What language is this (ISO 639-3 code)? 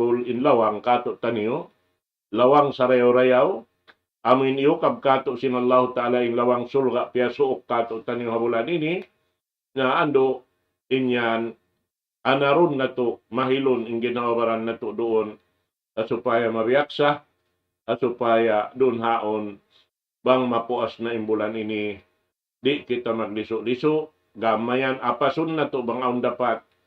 tsg